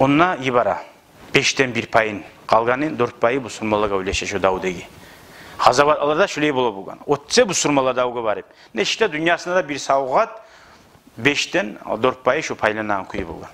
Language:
Kumyk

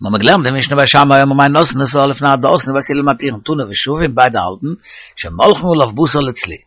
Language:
Yiddish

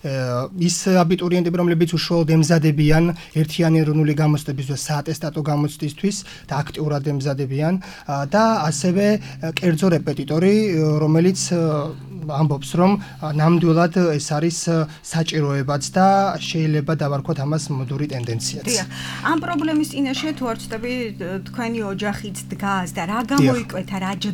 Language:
Georgian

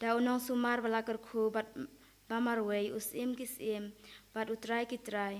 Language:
Khasi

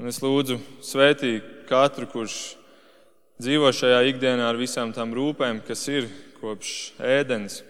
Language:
Latvian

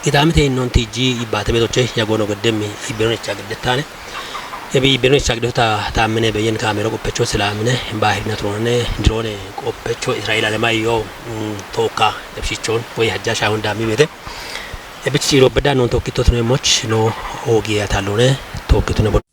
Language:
Kafa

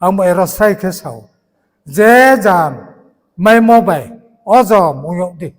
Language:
Riang (India)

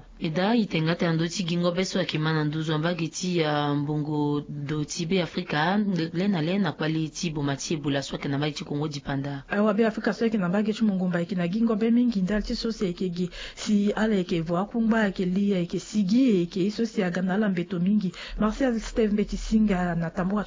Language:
Sango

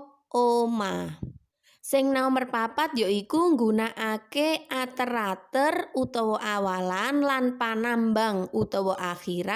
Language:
Javanese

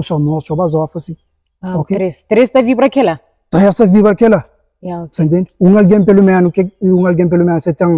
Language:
Kabuverdianu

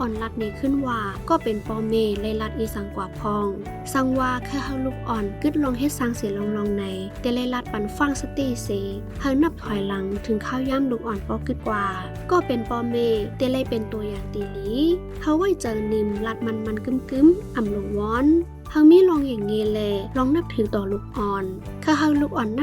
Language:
Shan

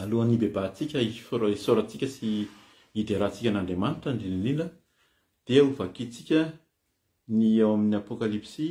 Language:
Malagasy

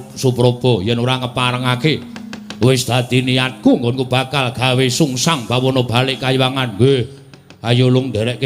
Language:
Javanese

